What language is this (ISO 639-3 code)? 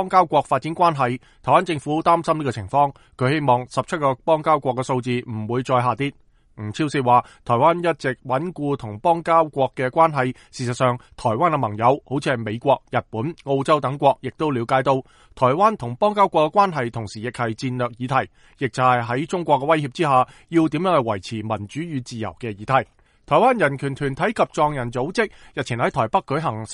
yue